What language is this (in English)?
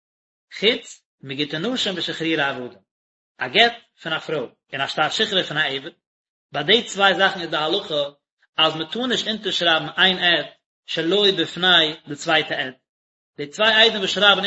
Yiddish